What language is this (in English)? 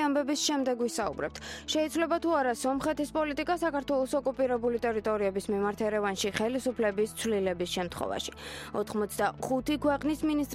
Georgian